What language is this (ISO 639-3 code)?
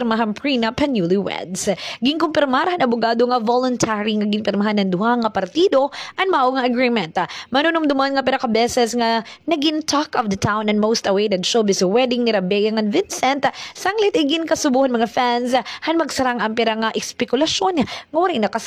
war